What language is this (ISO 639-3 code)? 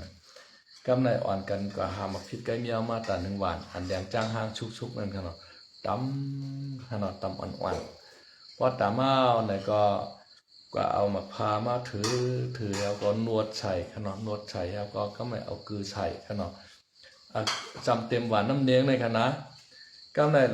shn